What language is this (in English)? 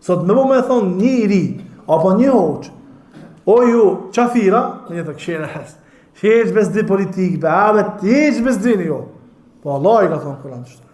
Albanian